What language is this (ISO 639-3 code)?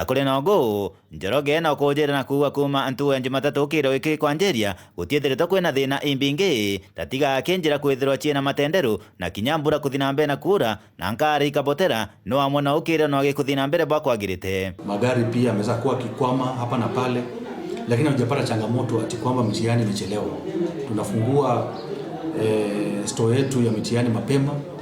mer